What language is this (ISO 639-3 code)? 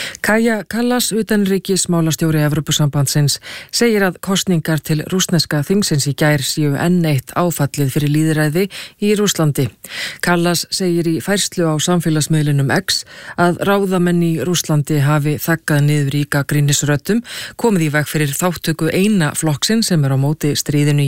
isl